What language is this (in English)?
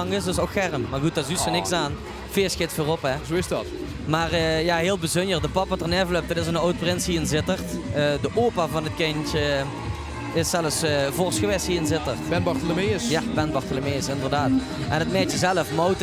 Limburgish